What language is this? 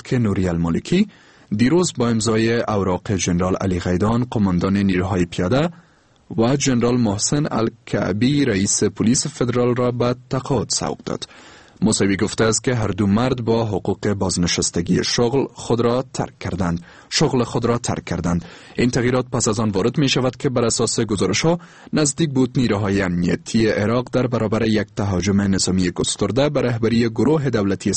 Persian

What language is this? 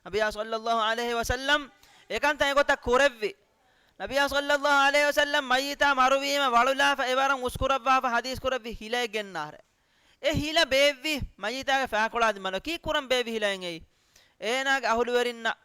Divehi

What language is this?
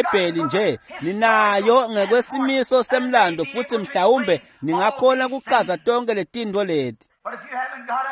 Swati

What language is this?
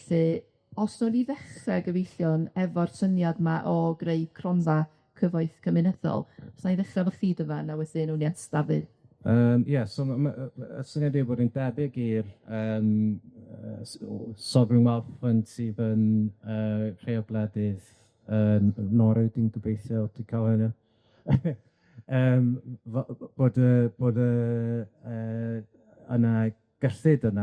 Welsh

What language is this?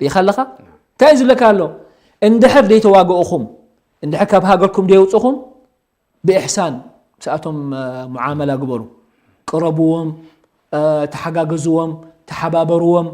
Tigrinya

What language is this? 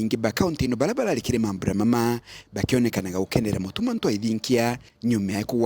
Meru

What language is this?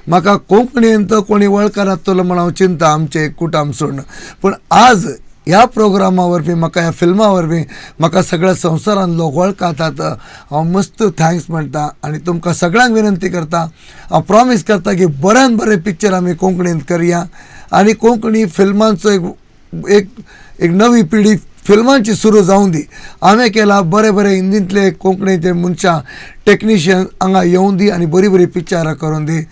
Konkani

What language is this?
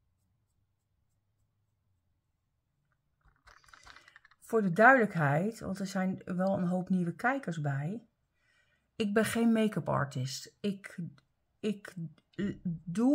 Dutch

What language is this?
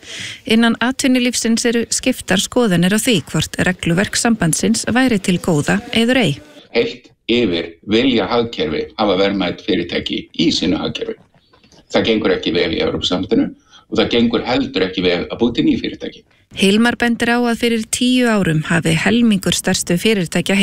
Icelandic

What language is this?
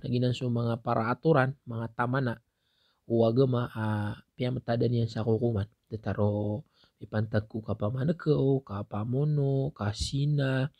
Maranao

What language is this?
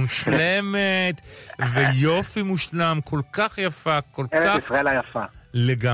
Hebrew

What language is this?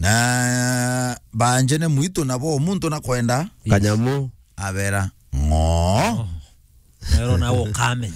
Meru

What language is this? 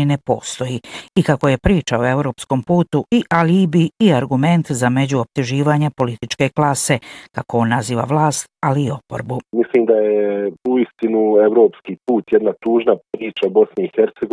Bosnian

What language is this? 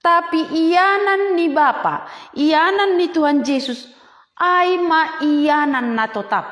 Batak Simalungun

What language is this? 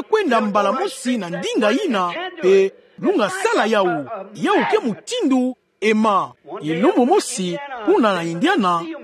Kituba (Democratic Republic of Congo)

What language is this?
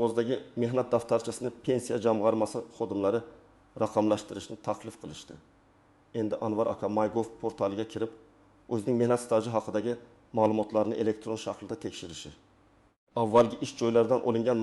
Uzbek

